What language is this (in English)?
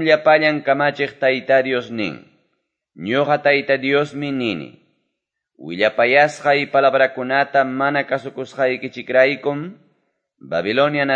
Quechua